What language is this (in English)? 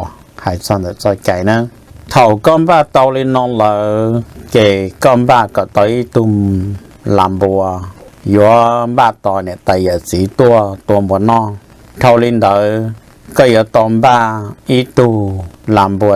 Hmong